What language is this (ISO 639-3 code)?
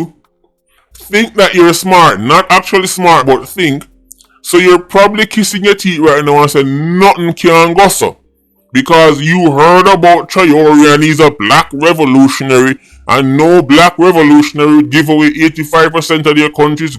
jam